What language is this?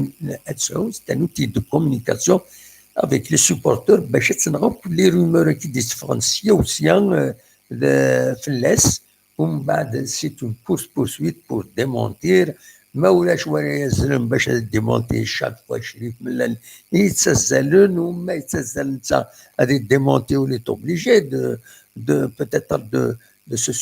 Kabyle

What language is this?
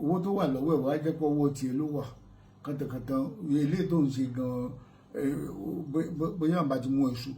Yoruba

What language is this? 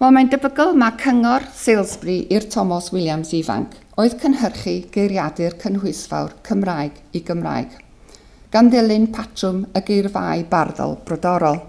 Welsh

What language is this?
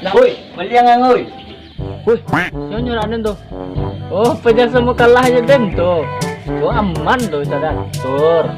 Minangkabau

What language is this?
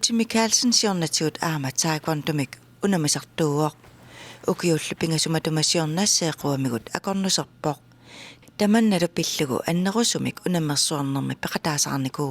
Kalaallisut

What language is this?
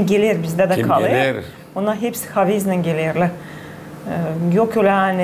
Gagauz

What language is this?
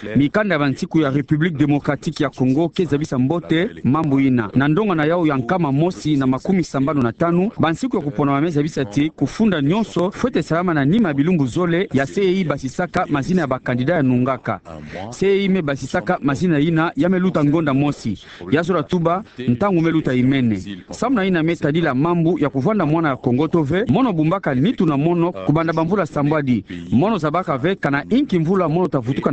Kituba (Democratic Republic of Congo)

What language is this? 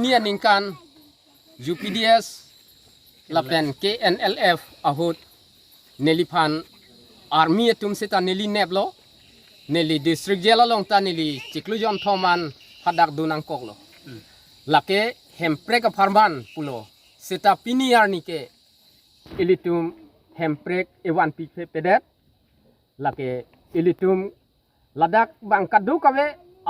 Karbi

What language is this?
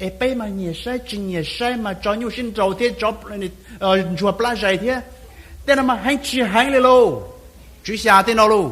Hmong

